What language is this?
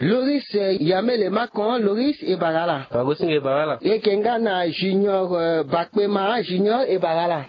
Sango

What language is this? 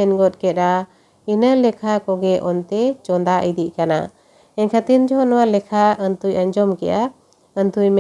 Santali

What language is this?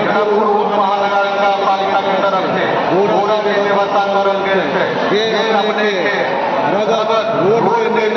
Maithili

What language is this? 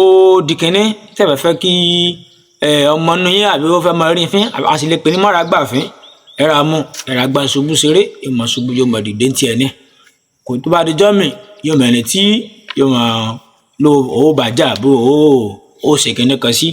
Yoruba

